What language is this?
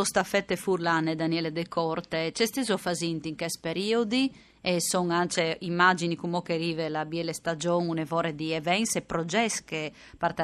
Friulian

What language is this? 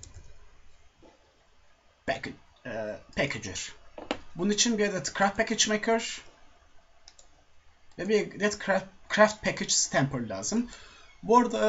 Turkish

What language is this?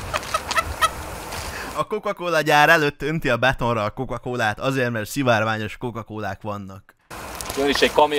Hungarian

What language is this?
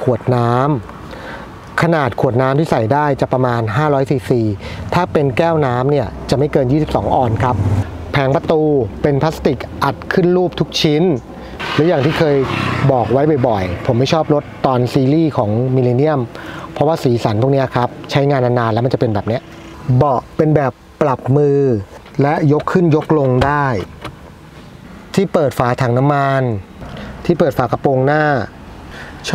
Thai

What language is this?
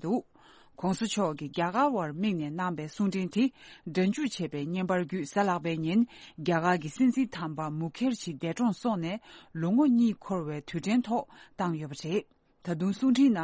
Tibetan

